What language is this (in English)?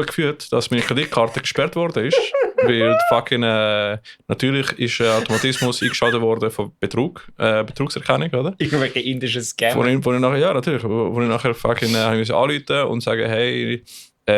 Swiss German